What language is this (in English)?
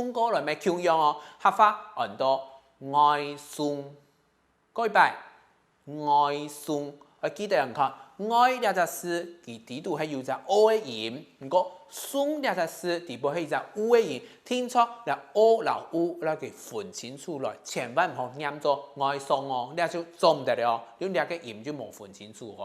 Hakka Chinese